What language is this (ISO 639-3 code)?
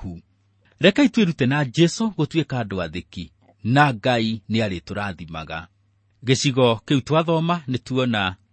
kik